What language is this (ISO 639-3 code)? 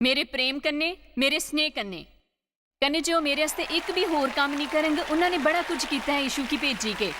doi